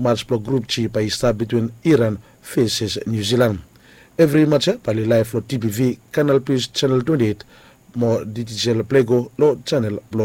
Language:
Bislama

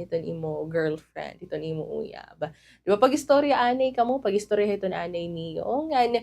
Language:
Waray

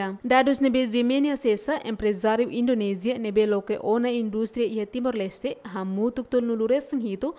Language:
Tetum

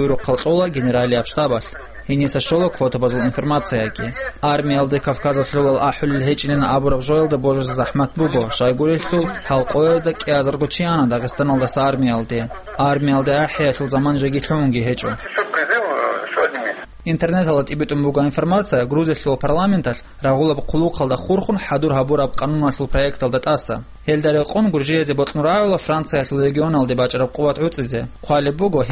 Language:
Avaric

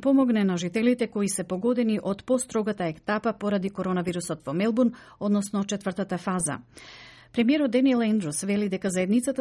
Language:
Macedonian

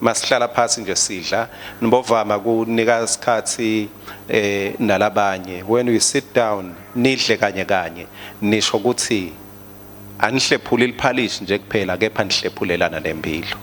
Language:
Swati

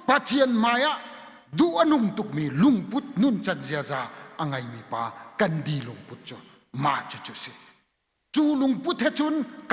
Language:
Hakha Chin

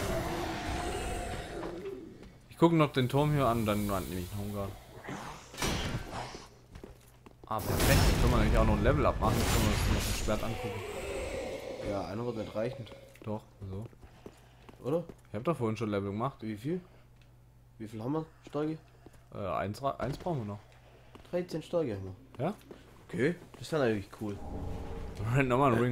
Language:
German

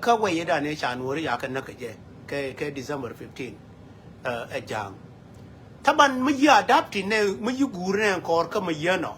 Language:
Nuer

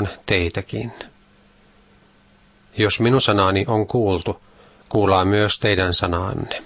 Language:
Finnish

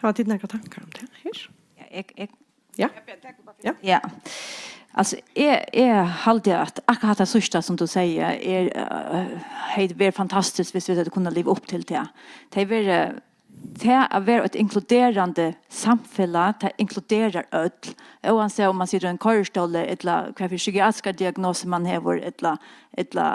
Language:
Faroese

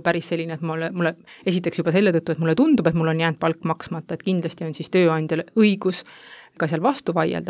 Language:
Estonian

